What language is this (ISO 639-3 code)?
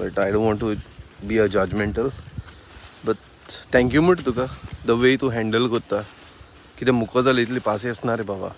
kok